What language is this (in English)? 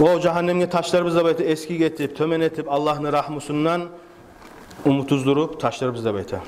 Kumyk